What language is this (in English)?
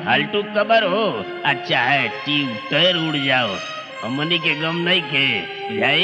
Bhojpuri